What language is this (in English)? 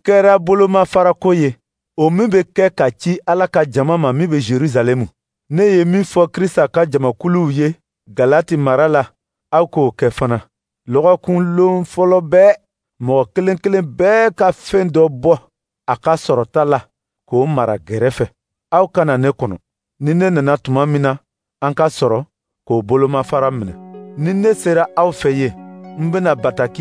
Dyula